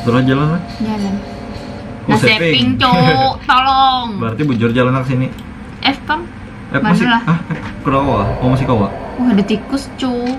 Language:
Banjar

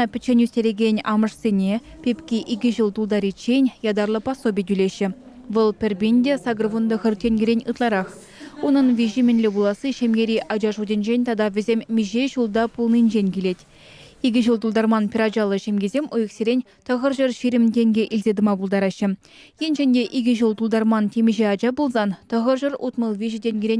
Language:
Chuvash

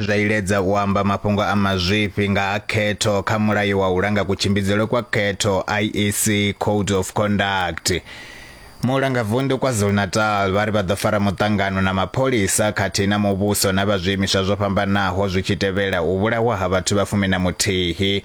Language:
Venda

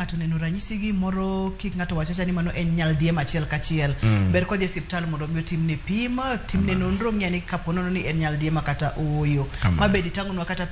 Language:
Luo (Kenya and Tanzania)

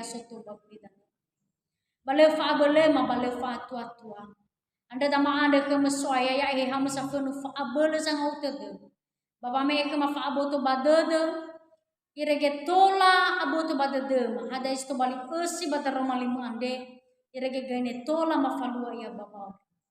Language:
Nias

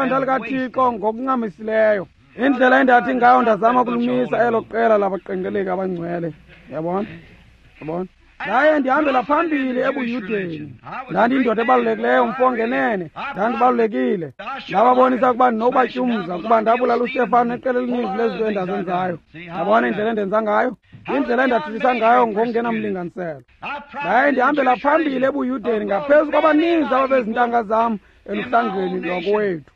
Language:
Xhosa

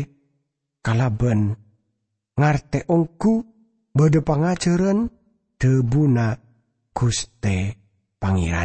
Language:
Madurese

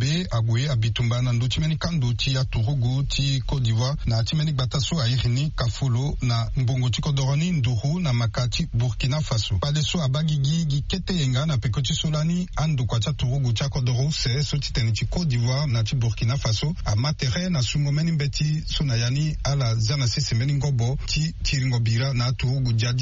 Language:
Sango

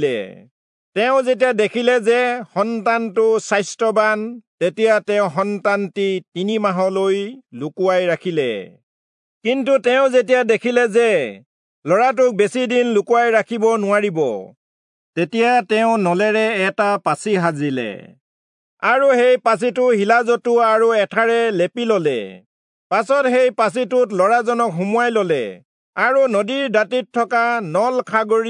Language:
Assamese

